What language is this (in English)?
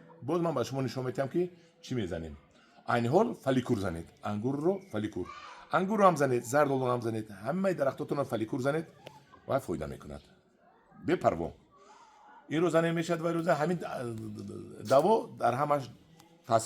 Tajik